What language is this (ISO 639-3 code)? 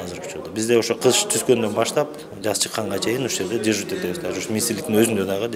kir